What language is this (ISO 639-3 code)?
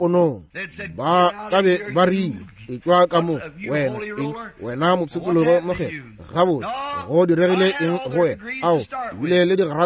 nso